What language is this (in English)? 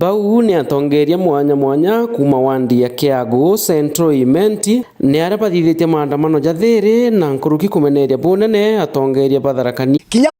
Meru